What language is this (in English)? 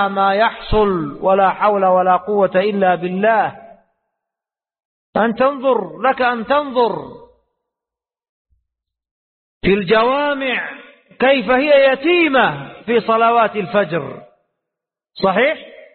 Arabic